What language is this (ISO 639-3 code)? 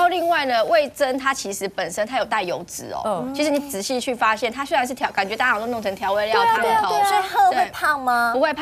zho